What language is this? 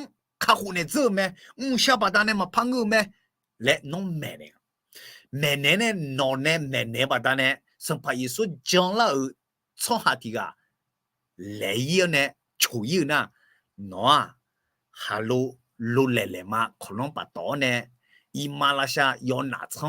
Akha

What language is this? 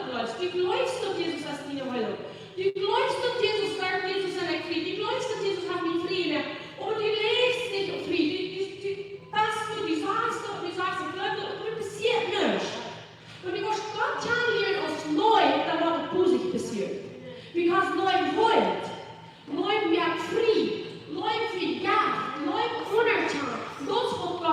Plautdietsch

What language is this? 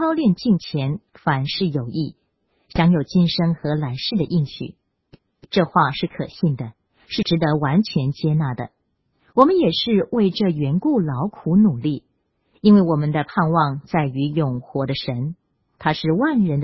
Chinese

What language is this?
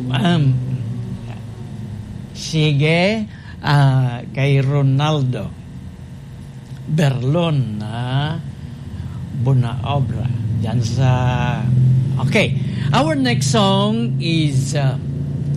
Filipino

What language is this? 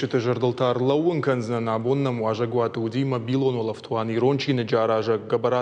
Ossetic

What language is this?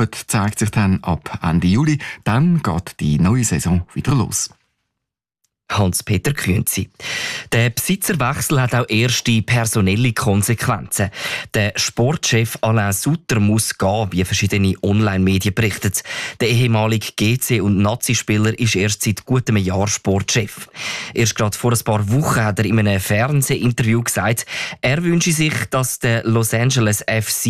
German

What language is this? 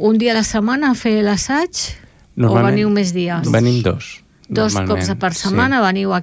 Catalan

